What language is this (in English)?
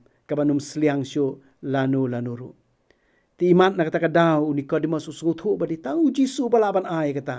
Khasi